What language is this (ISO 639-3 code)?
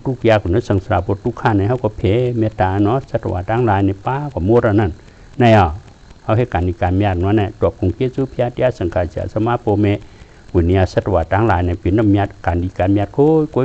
shn